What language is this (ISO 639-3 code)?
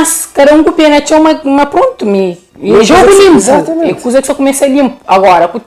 kea